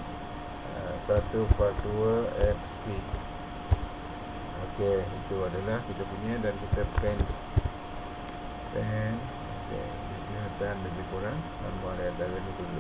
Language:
Malay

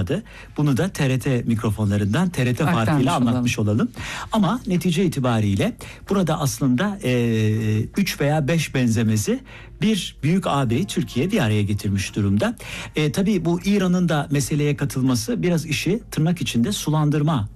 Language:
Turkish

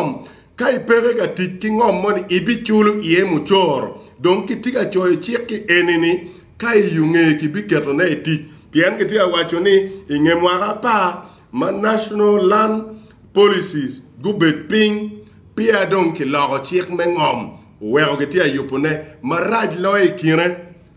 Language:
Acoli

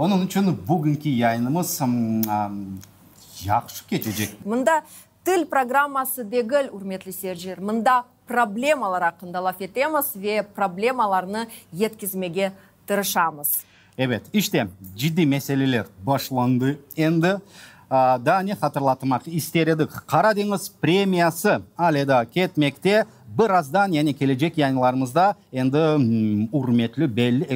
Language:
Crimean Tatar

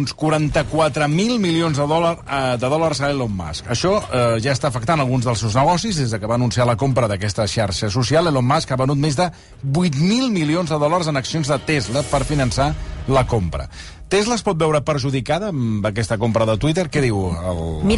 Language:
Catalan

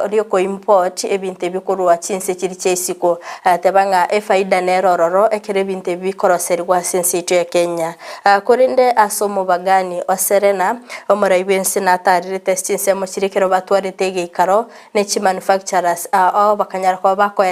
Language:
Gusii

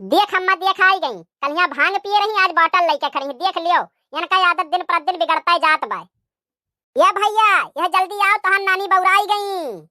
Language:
Awadhi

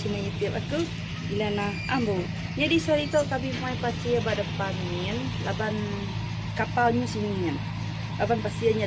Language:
Iban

